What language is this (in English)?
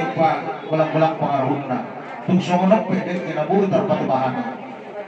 Batak Toba